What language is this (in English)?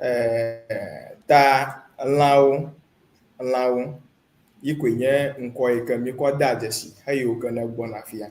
Ewe